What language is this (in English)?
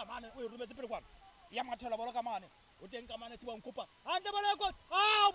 Southern Sotho